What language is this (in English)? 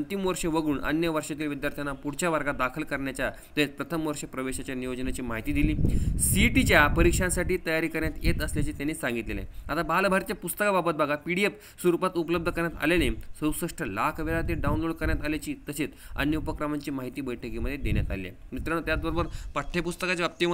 Marathi